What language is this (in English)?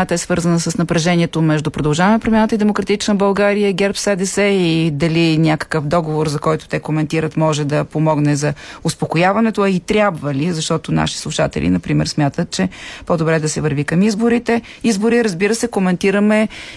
Bulgarian